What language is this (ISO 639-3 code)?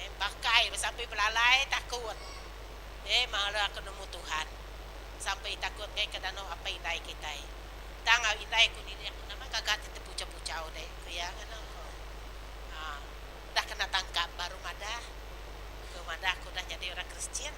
iba